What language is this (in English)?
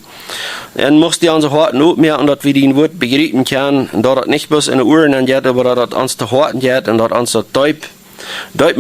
Plautdietsch